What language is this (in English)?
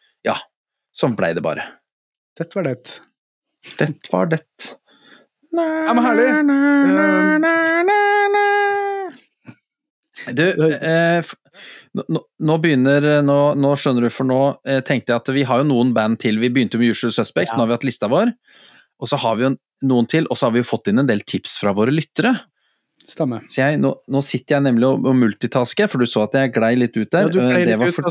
Norwegian